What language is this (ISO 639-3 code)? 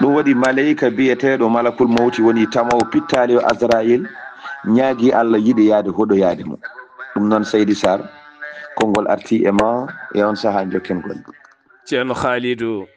ful